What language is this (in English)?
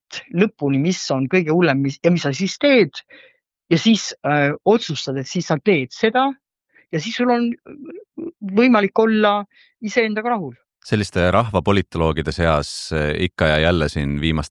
Estonian